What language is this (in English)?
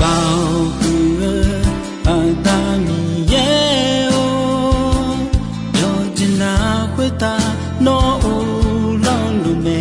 Akha